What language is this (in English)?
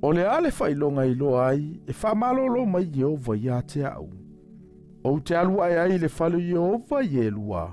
Samoan